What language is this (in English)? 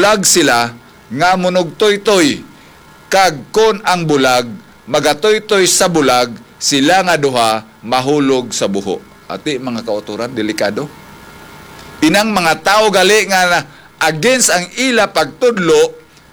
Hiligaynon